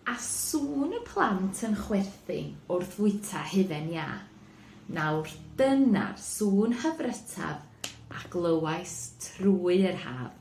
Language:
Welsh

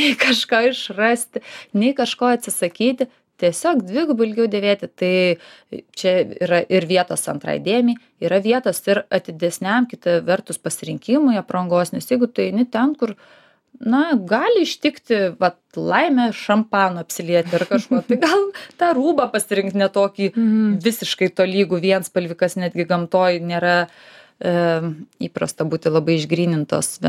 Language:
Lithuanian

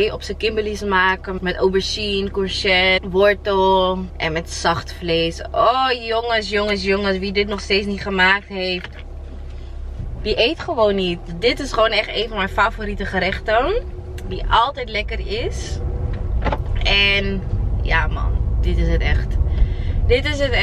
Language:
Dutch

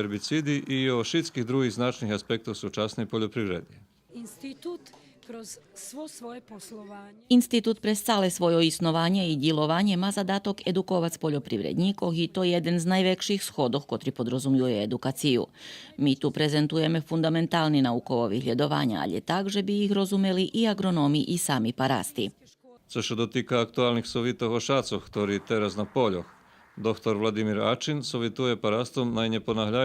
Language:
Rusyn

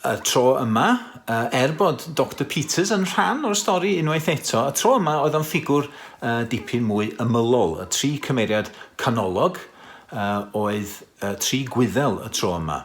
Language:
Welsh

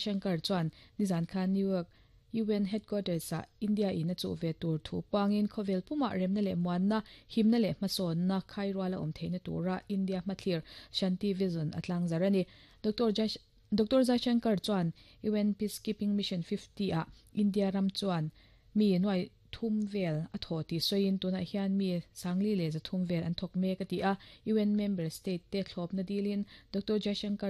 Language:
Mizo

